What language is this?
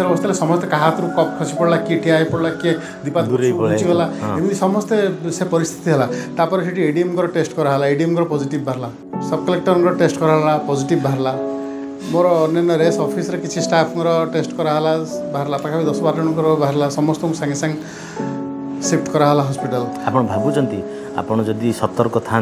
Odia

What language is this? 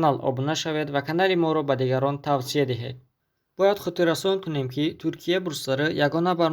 Tajik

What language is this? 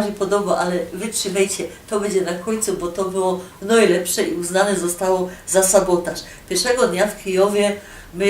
Silesian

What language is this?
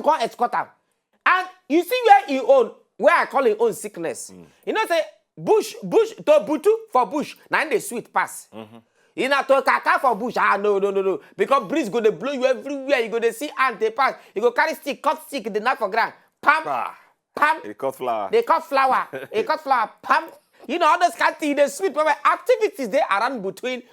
Nigerian Pidgin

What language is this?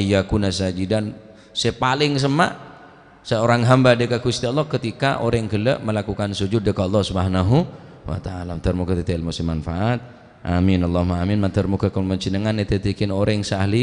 Madurese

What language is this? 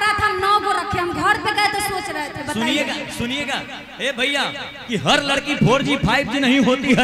Bhojpuri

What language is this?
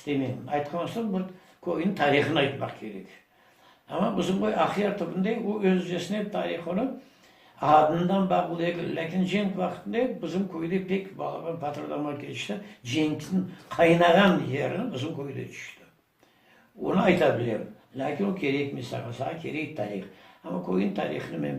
Crimean Tatar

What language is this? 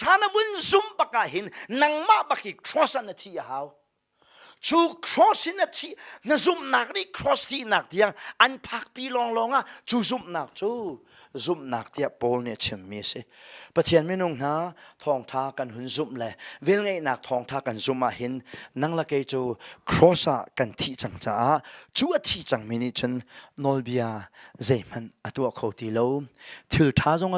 Hakha Chin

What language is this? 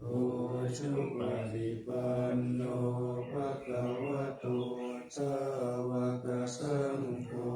Pali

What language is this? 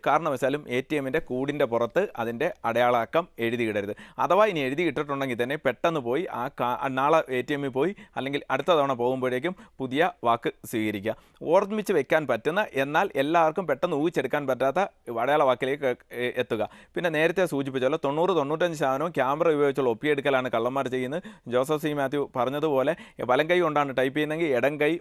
Malayalam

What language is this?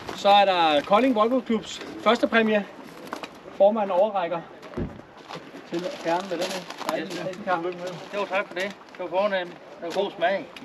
Danish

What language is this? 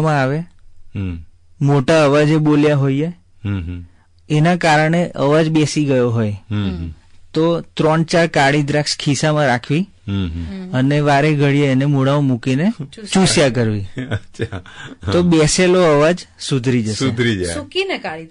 Gujarati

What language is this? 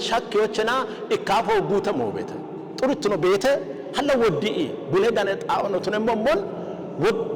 Kafa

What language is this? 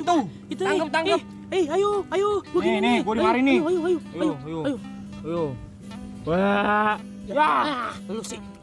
Betawi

